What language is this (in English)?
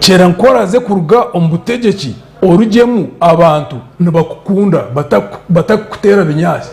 Nyankole